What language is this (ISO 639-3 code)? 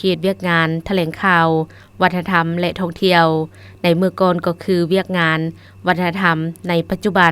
lao